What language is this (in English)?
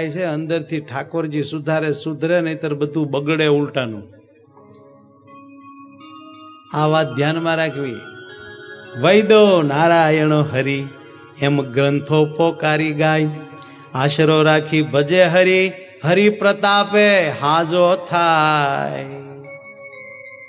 Gujarati